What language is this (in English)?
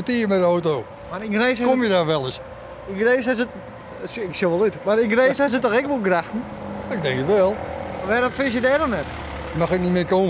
Western Frisian